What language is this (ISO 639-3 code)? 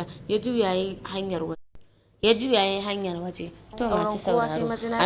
hau